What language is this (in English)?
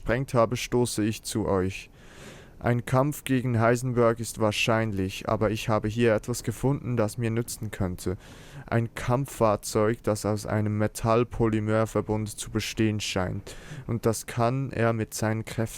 Swiss German